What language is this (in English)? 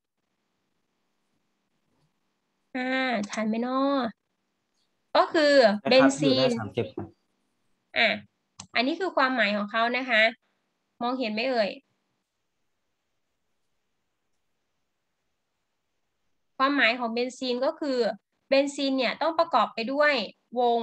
Thai